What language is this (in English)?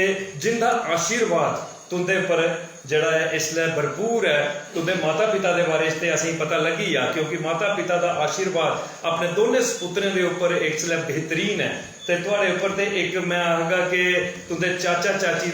Dogri